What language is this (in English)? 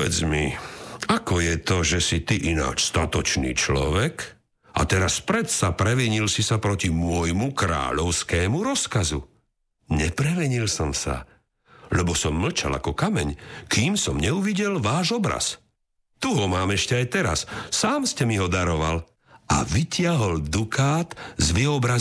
Slovak